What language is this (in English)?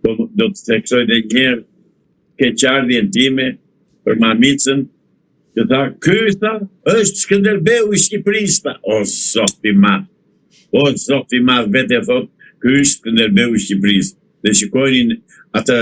Albanian